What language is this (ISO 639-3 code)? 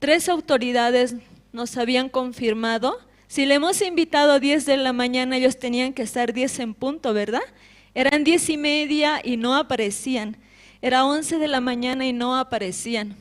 aym